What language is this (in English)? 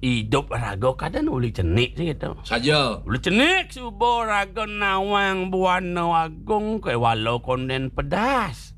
Balinese